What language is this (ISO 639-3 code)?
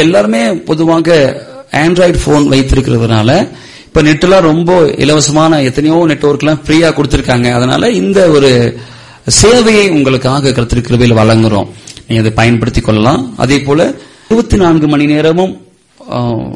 tam